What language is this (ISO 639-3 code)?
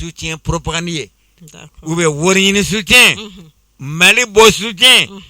bam